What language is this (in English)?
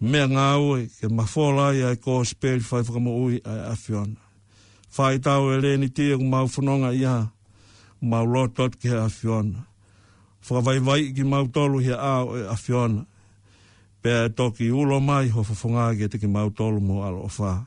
Tongan